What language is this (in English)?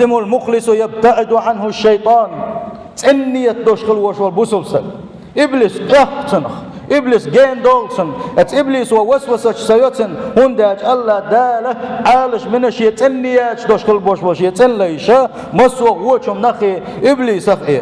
Chechen